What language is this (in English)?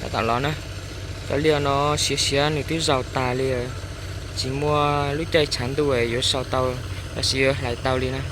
Hmong